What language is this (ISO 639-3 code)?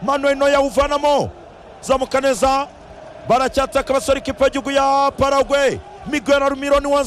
kin